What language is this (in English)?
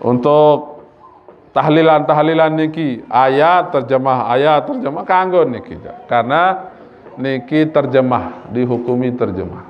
Sasak